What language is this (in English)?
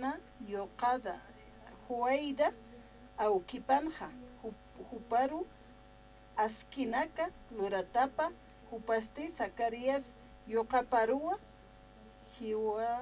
Aymara